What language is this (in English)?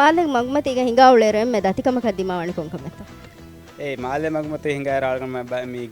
Divehi